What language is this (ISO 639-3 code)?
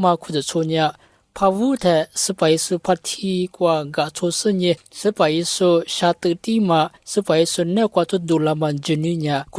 lis